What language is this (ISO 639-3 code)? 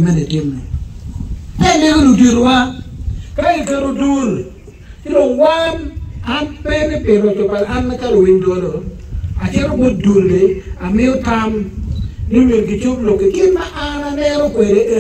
ach